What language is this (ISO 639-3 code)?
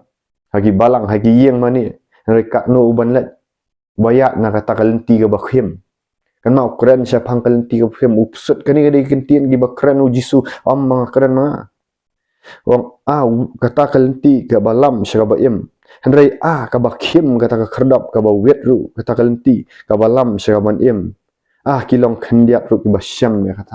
kha